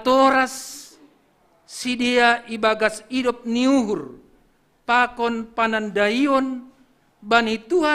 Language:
Batak Simalungun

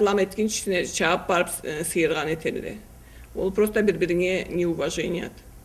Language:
Karachay-Balkar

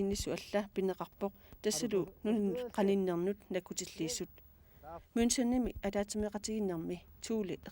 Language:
Kalaallisut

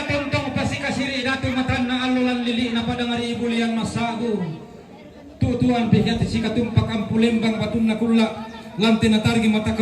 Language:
Toraja-Sa'dan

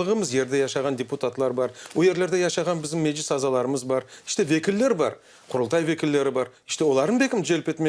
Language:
Crimean Tatar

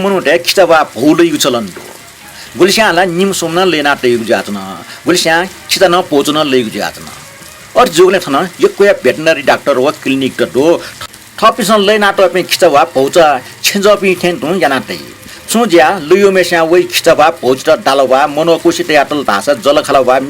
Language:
Newari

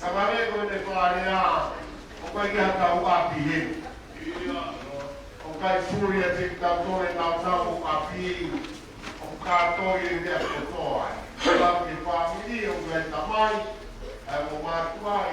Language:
Tongan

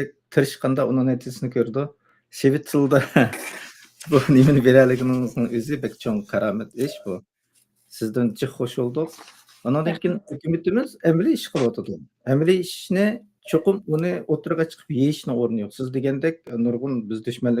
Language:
Uyghur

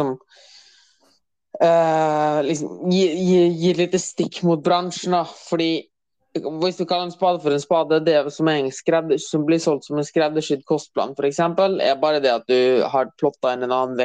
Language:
Norwegian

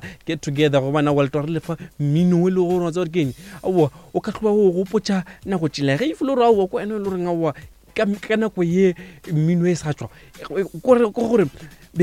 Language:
Northern Sotho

